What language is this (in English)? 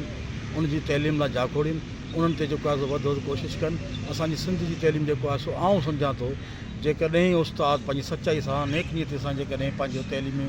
Sindhi